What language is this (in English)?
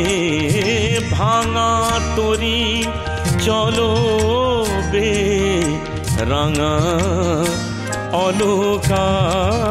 Bangla